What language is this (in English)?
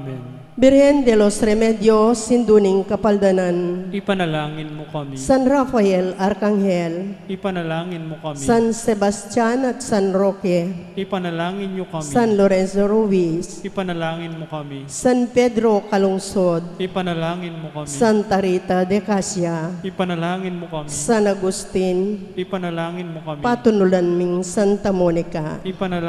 Pampanga